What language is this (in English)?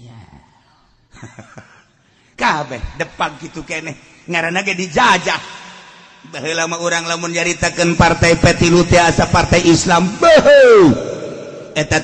Sundanese